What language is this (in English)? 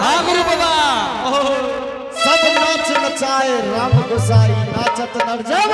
Angika